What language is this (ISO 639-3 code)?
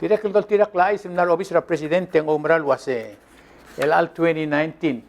pau